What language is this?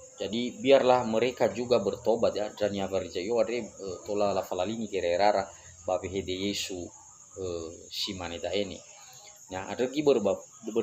Nias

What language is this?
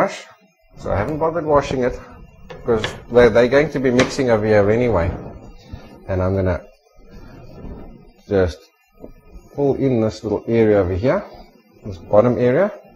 English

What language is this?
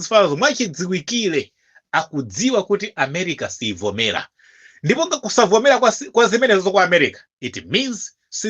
Nyanja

